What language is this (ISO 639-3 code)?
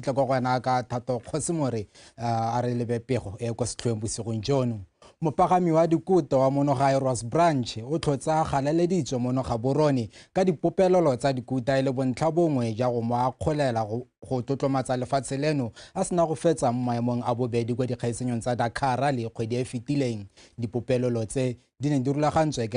tsn